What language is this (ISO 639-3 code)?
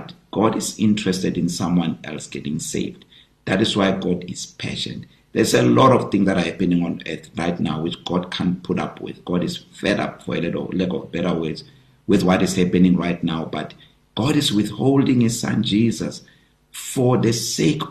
eng